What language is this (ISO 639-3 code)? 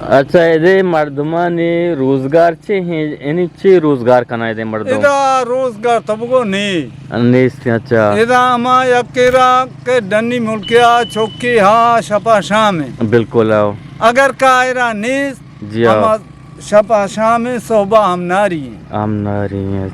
bgp